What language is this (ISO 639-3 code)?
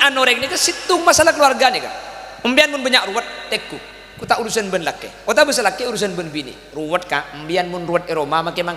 mad